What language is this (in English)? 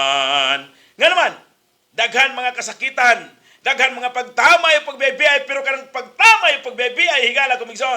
Cebuano